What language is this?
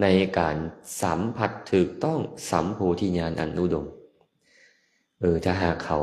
Lao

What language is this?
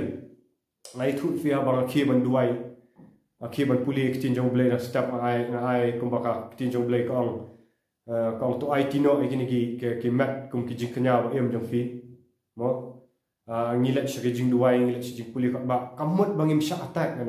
Khasi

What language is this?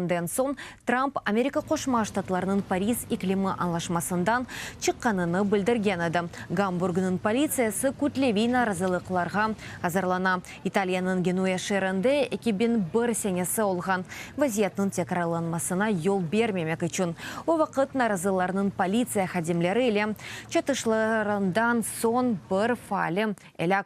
Crimean Tatar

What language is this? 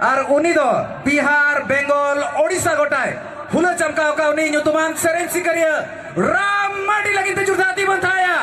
Santali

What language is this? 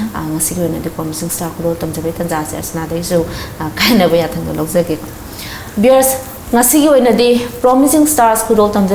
Manipuri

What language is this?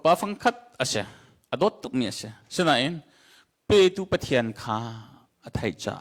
Hakha Chin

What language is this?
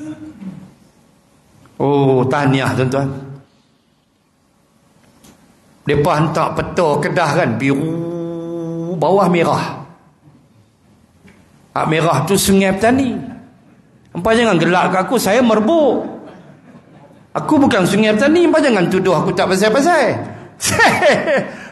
Malay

